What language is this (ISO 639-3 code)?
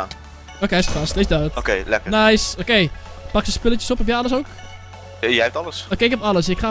nld